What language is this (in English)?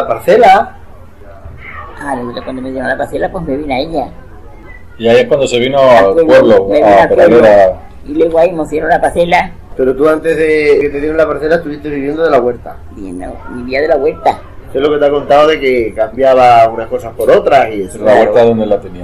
Spanish